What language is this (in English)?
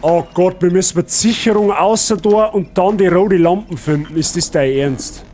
Bavarian